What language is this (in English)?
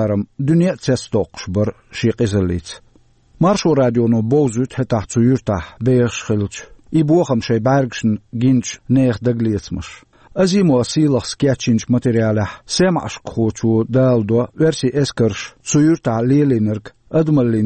Chechen